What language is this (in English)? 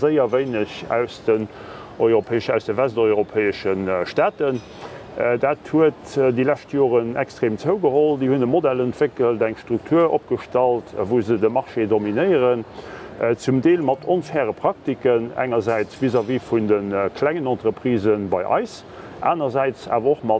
Luxembourgish